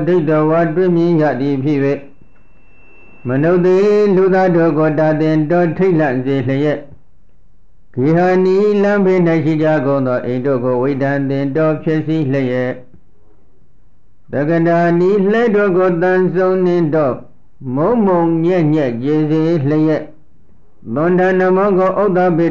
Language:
Burmese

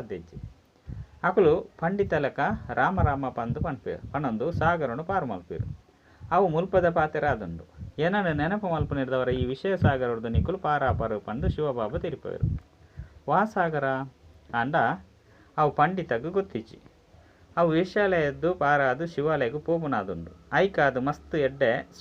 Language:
Tulu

